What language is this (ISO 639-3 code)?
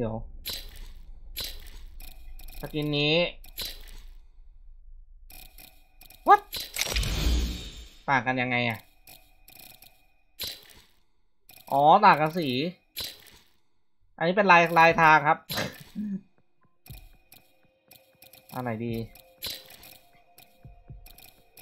tha